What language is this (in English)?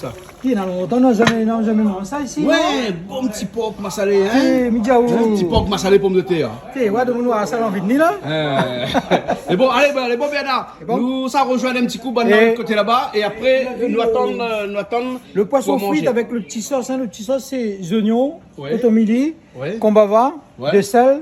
Réunion Creole French